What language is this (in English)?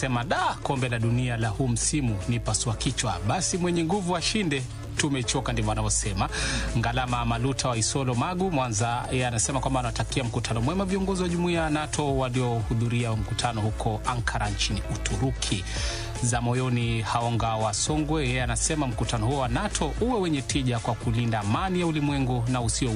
Swahili